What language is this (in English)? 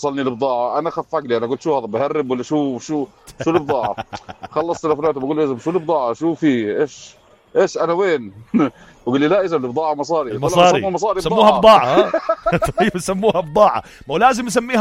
North Levantine Arabic